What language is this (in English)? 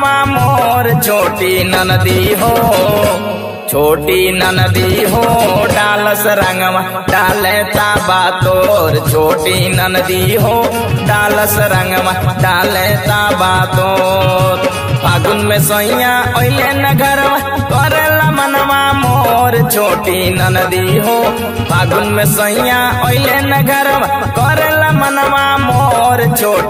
Bhojpuri